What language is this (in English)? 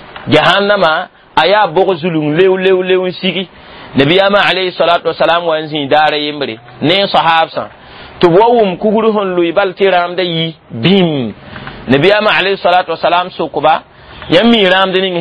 Mossi